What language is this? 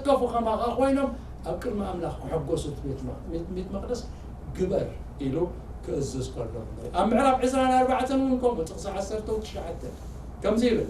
Tigrinya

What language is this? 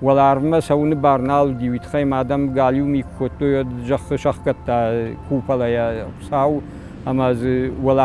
Ossetic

